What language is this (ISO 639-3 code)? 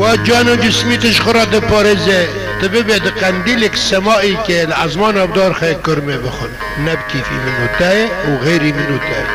kur